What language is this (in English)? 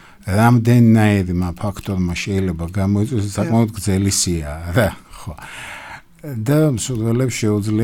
Georgian